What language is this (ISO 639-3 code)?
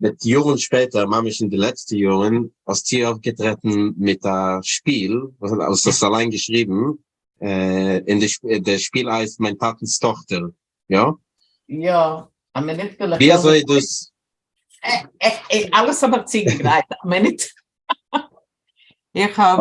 yid